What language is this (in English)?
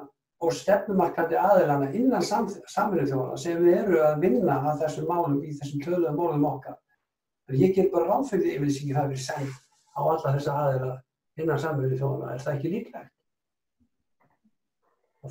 Icelandic